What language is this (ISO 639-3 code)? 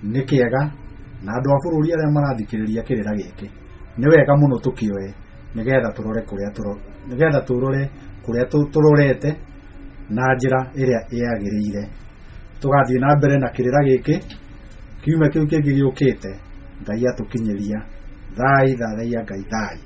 kik